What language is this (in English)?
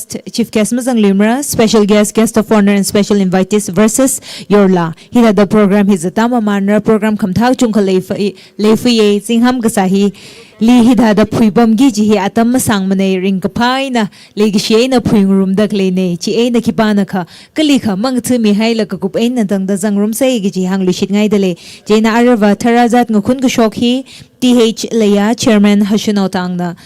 Tangkhul Naga (India)